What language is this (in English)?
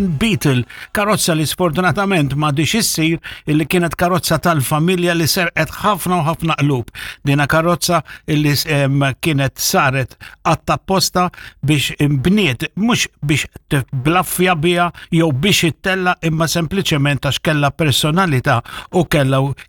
Maltese